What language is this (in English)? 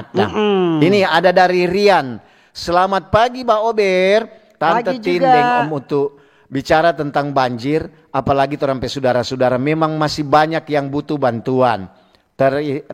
Manado Malay